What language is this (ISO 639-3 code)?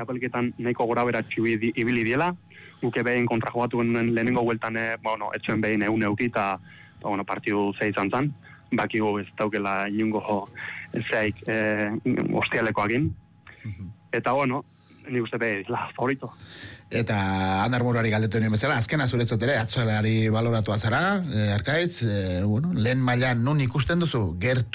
eus